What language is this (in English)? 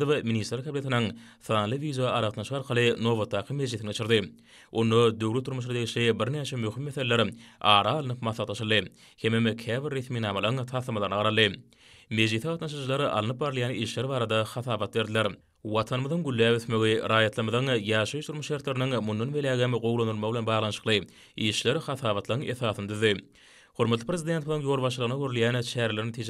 Turkmen